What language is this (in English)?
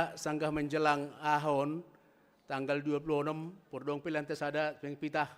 Batak Simalungun